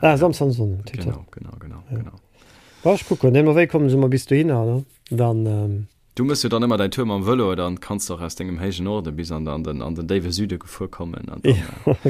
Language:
Luxembourgish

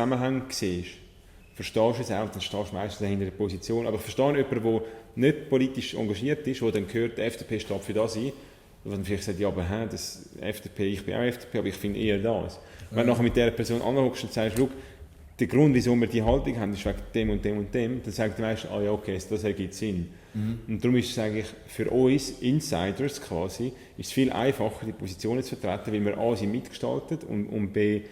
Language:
Swiss German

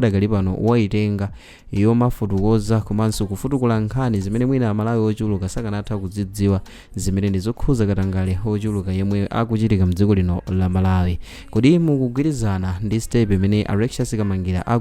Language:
Nyanja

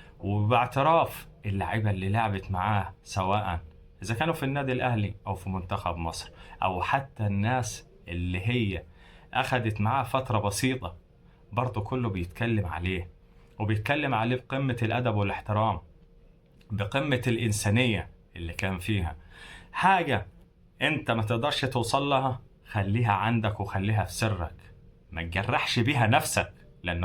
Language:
Egyptian Arabic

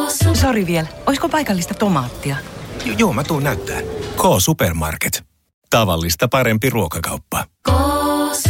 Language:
Finnish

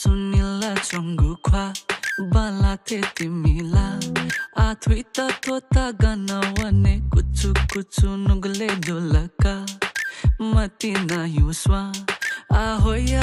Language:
Newari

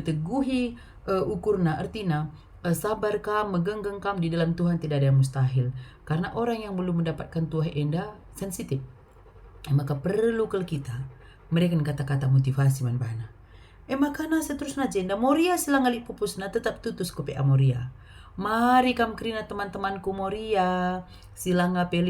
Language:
Batak Karo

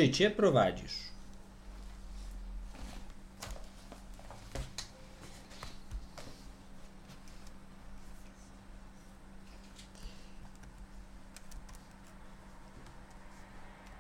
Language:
Polish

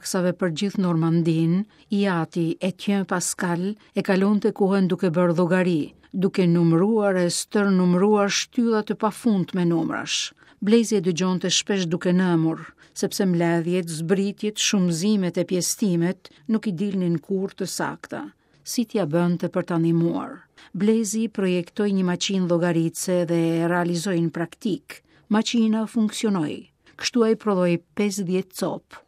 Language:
Albanian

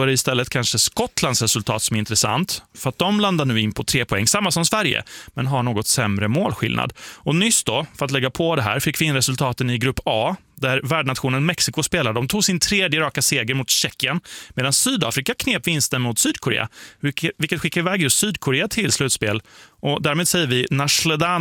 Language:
Swedish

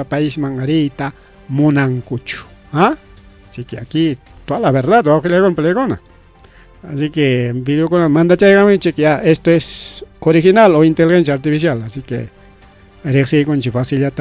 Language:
Ayacucho Quechua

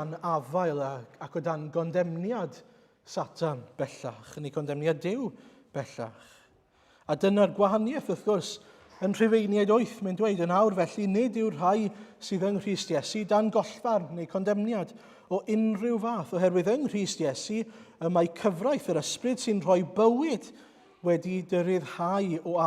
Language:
Welsh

